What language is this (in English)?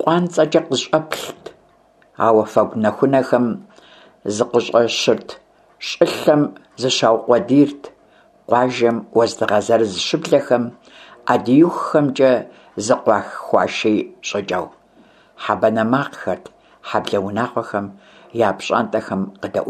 Kabardian